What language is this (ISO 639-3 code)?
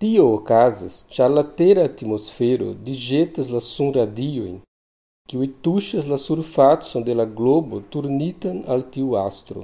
epo